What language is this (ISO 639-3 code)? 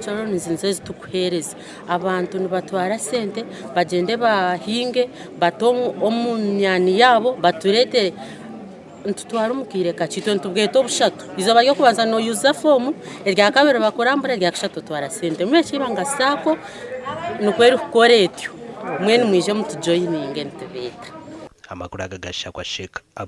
nyn